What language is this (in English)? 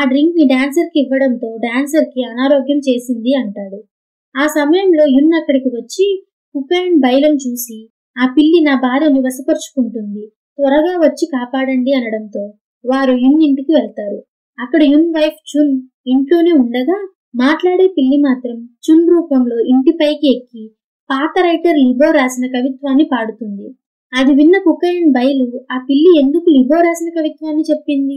Telugu